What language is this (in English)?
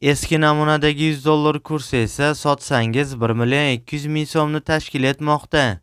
Uzbek